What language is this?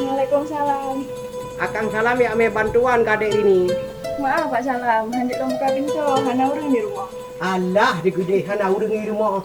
Achinese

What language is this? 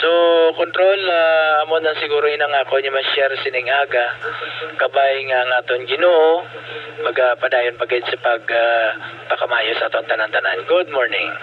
Hiligaynon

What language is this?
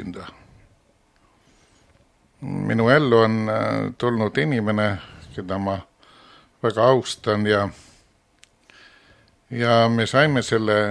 Estonian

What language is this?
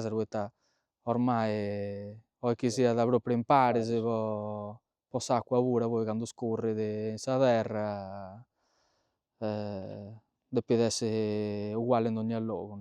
Sardinian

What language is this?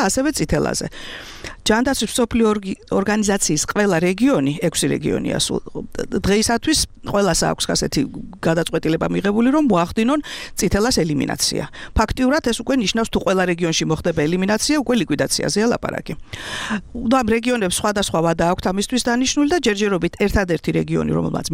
Georgian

